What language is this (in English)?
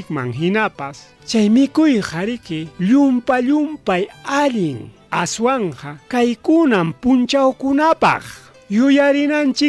Ayacucho Quechua